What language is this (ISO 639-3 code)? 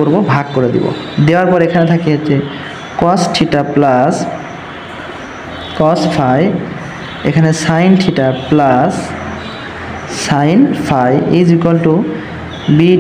ben